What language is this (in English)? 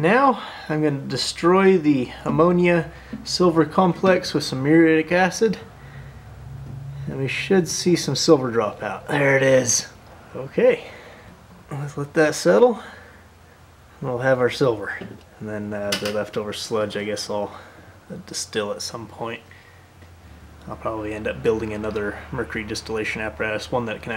English